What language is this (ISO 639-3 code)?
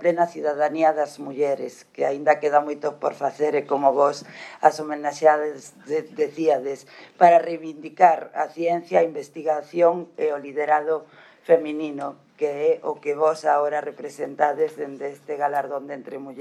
glg